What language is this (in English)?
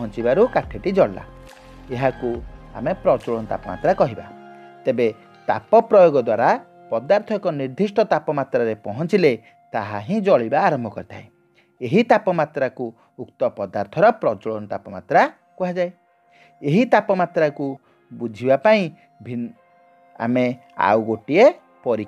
Odia